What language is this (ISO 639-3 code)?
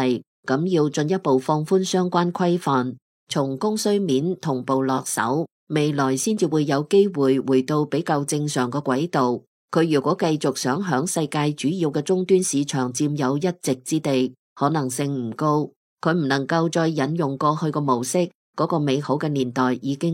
yue